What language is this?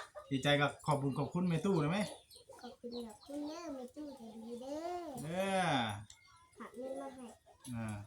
Northeastern Thai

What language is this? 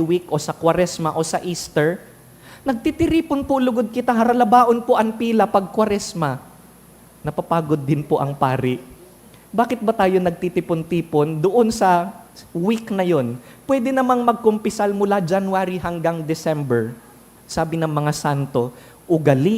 Bikol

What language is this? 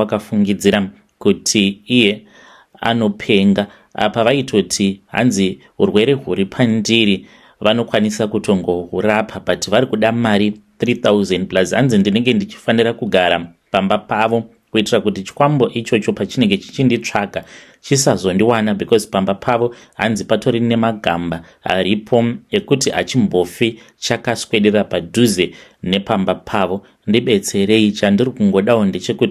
Shona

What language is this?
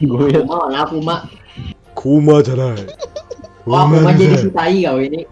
Banjar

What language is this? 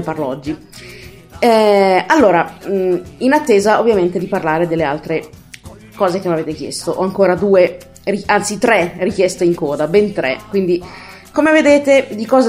Italian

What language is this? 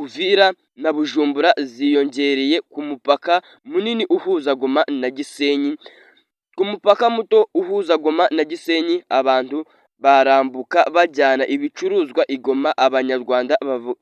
Kinyarwanda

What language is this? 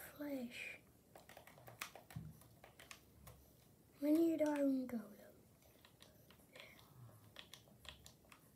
Dutch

